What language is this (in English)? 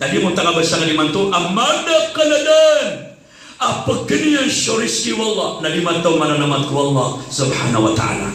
Maranao